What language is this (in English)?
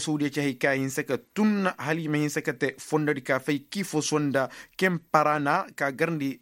Koyraboro Senni